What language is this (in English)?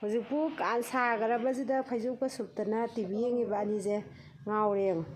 Manipuri